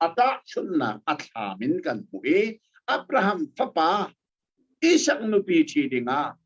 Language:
Hakha Chin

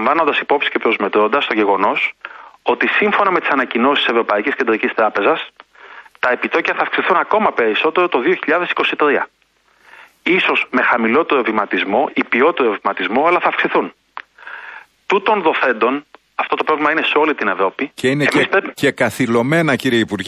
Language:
Greek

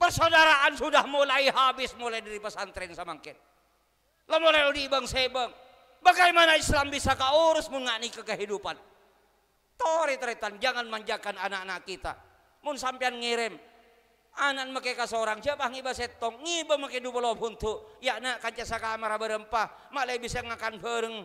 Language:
Madurese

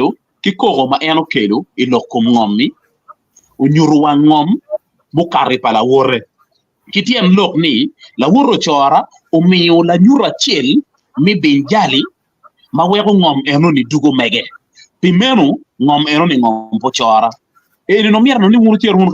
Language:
Acoli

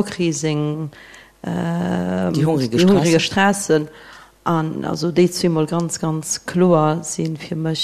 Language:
Luxembourgish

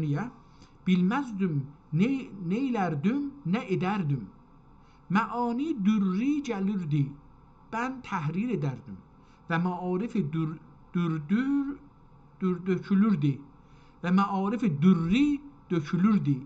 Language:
South Azerbaijani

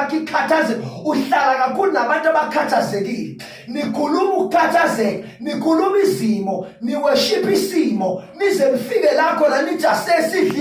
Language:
Zulu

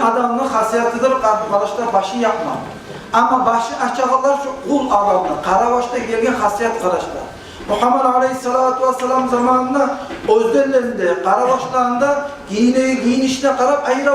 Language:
Kumyk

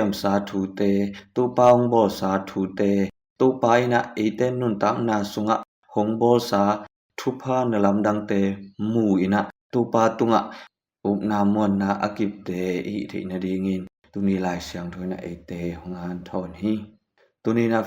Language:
Tedim Chin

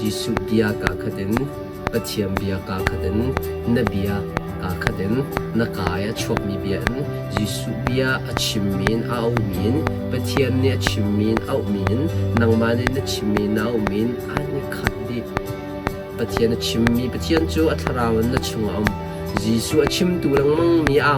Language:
Hakha Chin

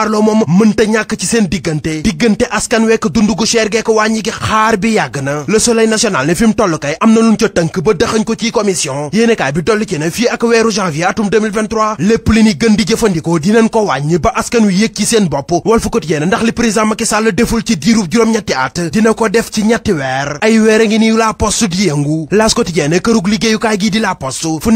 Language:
Wolof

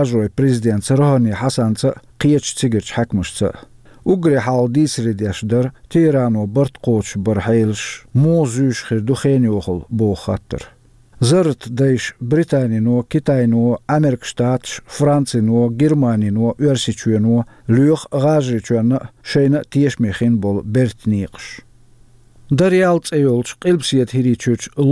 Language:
Chechen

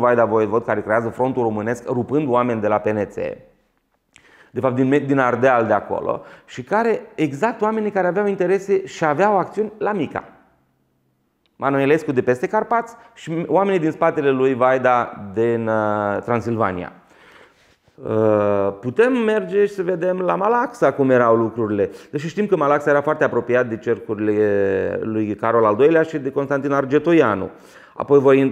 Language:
Romanian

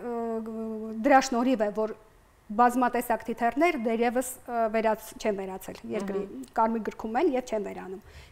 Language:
Armenian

